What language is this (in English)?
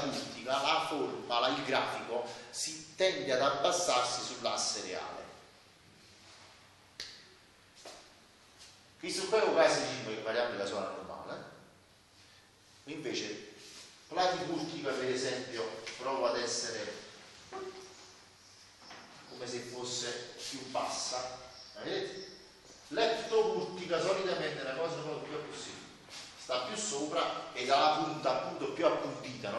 Italian